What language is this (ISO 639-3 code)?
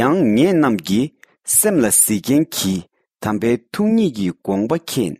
bod